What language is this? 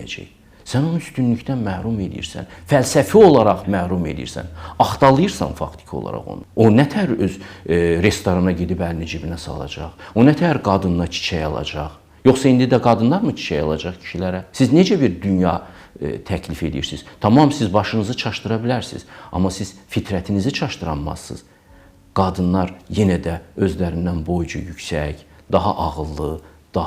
Azerbaijani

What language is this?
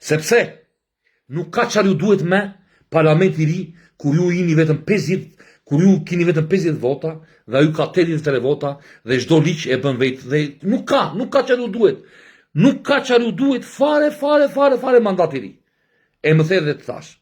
Albanian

